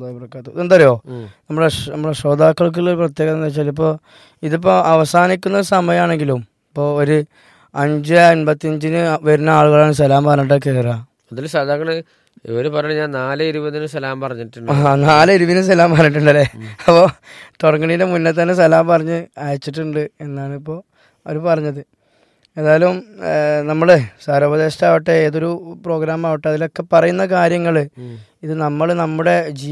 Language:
Malayalam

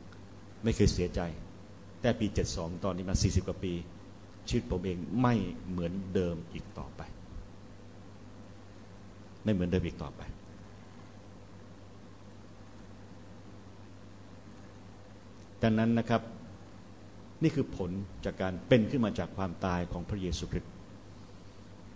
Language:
Thai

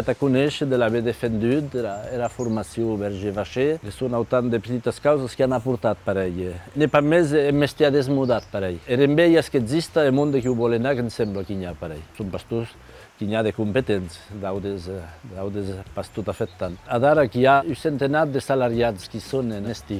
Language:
Occitan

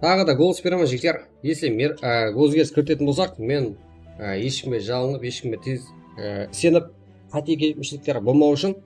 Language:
Kara-Kalpak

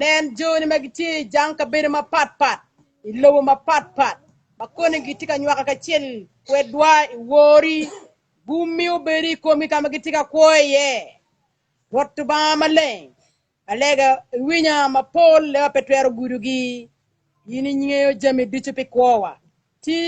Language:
Acoli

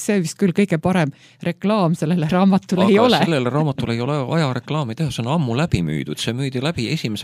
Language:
Estonian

